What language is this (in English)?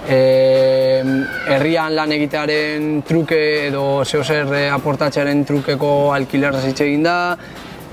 Basque